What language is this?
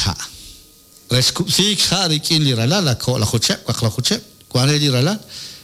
Kekchí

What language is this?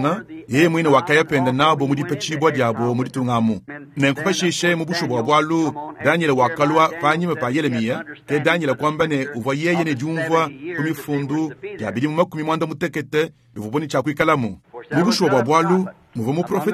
Luba-Lulua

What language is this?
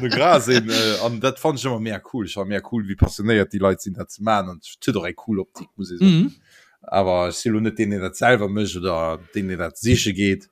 Luxembourgish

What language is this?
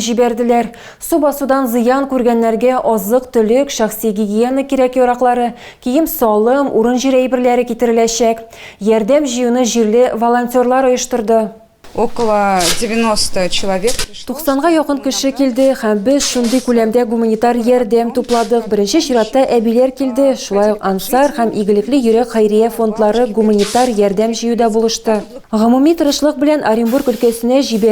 Tatar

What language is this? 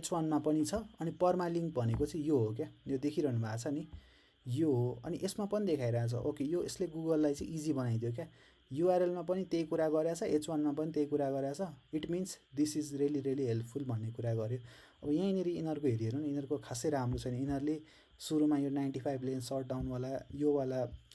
Nepali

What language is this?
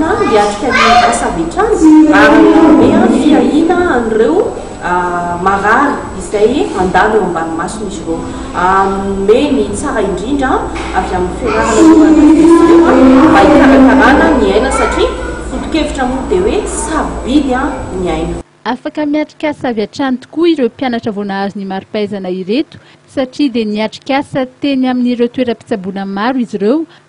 Malagasy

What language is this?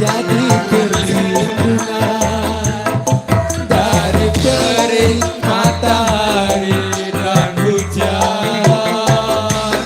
Betawi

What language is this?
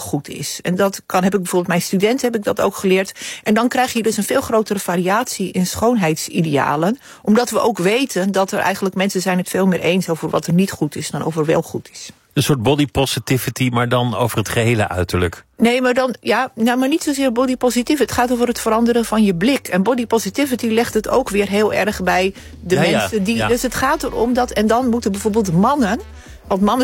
Dutch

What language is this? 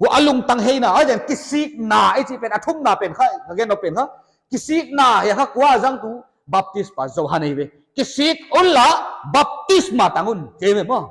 Paite Chin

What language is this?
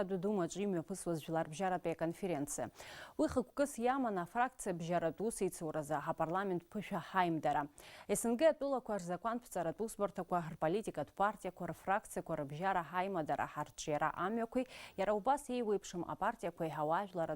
Abkhazian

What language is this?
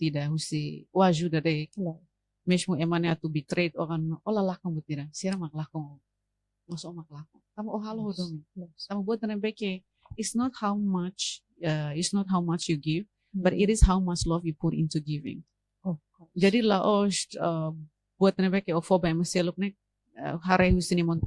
Tetum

